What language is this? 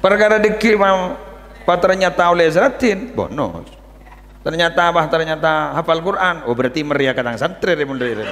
Madurese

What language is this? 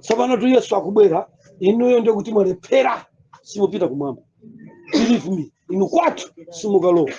Nyanja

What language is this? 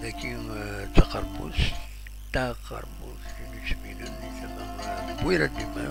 Kabyle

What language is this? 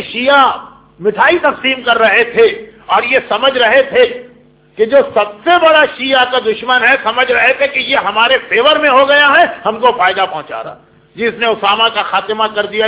Urdu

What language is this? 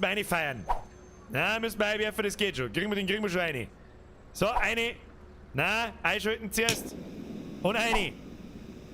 Bavarian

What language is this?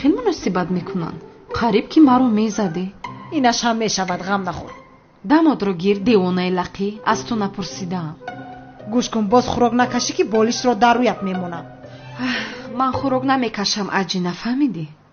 Tajik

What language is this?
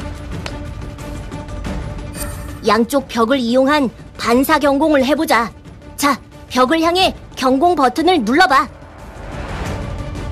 Korean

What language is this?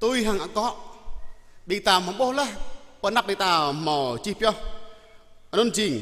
Jarai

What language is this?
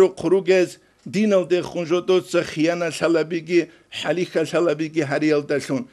Avaric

